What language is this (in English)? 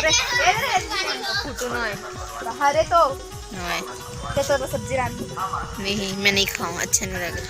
Chhattisgarhi